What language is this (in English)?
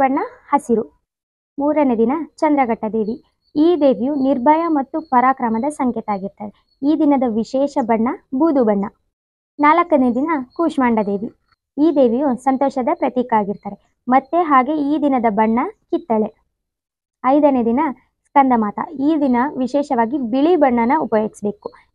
Kannada